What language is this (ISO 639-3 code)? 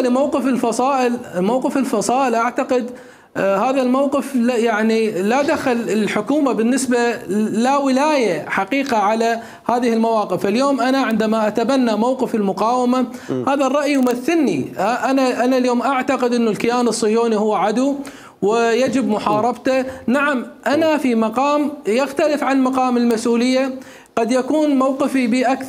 acm